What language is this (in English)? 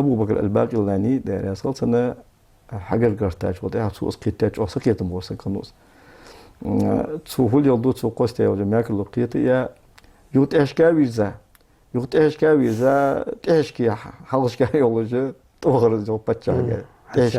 Ingush